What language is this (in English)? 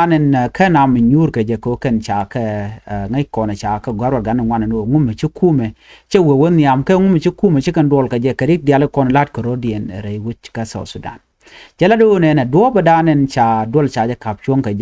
Nuer